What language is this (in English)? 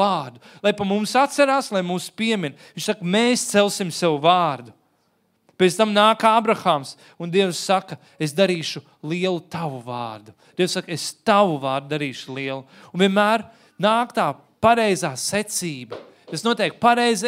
Latvian